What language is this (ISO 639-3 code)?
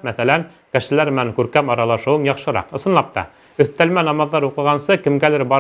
bak